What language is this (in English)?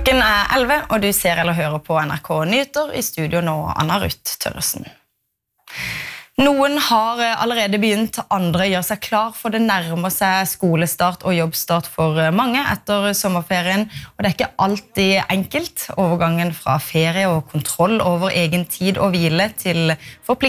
Norwegian